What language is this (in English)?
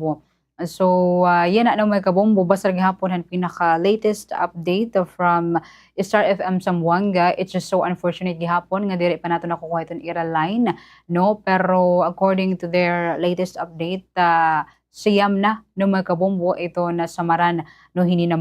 Waray